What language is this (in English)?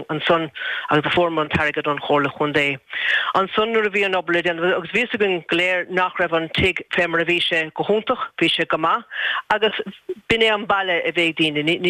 Irish